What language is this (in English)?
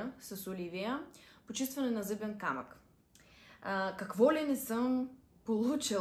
Bulgarian